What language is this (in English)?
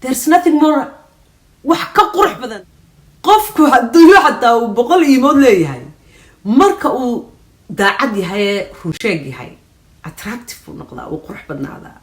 Somali